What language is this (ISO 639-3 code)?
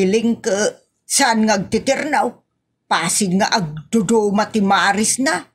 ilo